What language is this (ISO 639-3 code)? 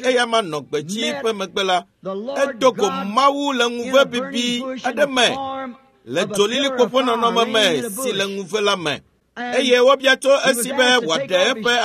ewe